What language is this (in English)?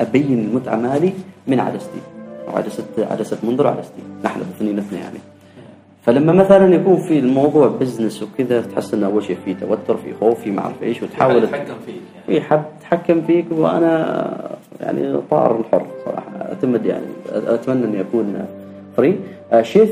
Gulf Arabic